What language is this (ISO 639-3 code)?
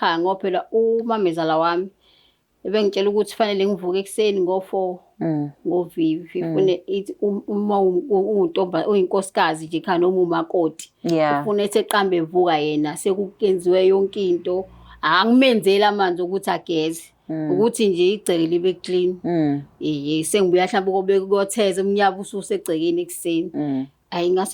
zul